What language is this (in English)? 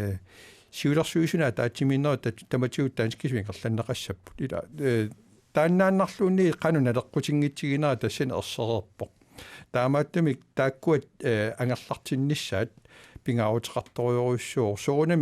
Kalaallisut